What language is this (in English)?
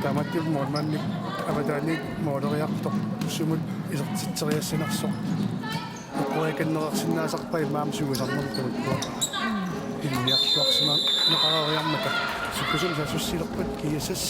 Kalaallisut